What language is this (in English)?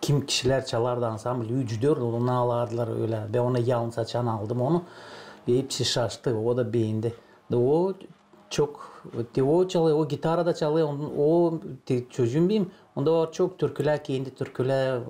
Gagauz